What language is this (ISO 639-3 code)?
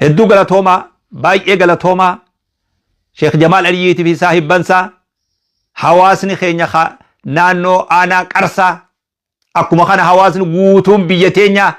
orm